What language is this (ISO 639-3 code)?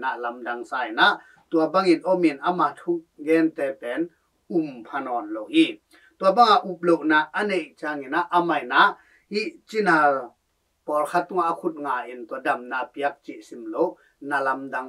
ctd